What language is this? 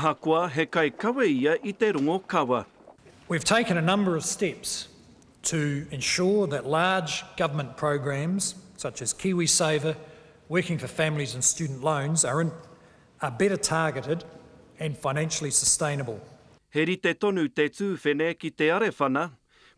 Māori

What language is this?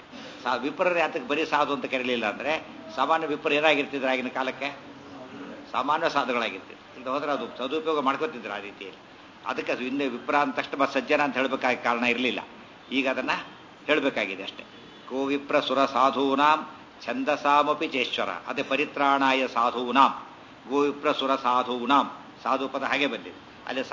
Kannada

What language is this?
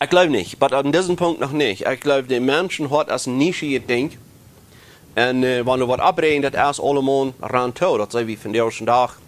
Plautdietsch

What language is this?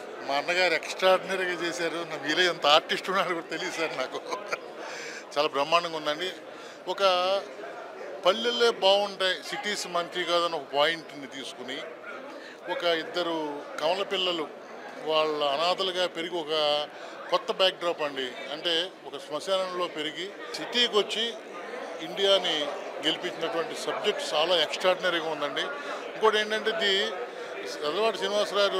Telugu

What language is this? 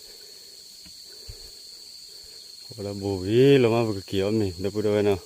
S'gaw Karen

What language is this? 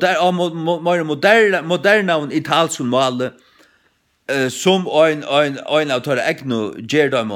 Faroese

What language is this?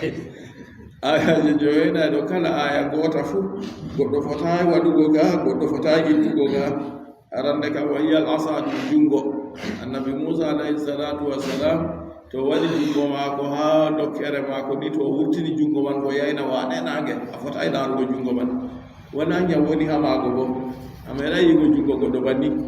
Adamawa Fulfulde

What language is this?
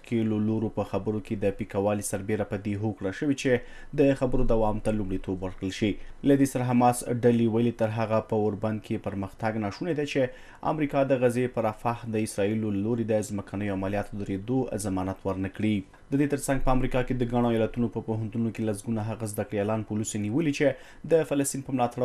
Pashto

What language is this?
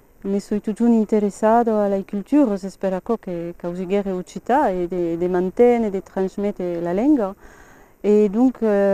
Occitan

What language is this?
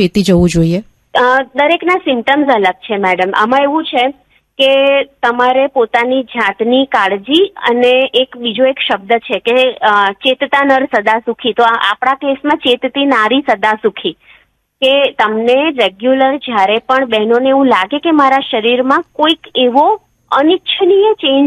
Gujarati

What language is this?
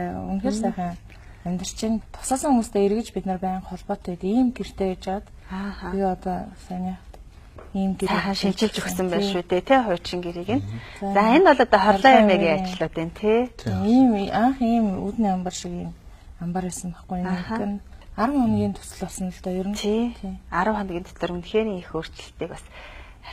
Mongolian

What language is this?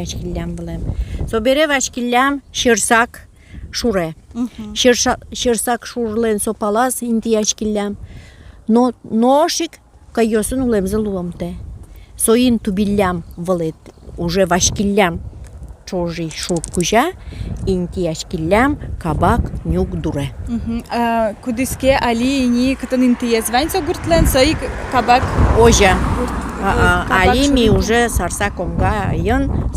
Udmurt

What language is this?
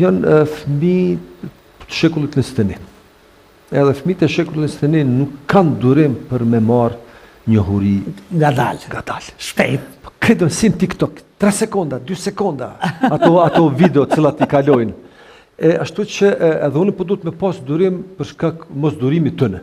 Albanian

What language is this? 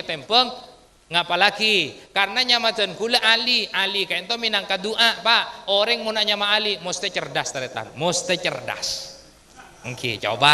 Madurese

